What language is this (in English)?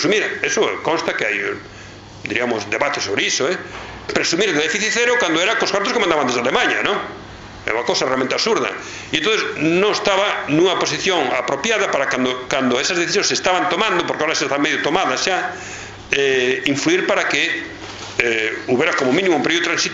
Galician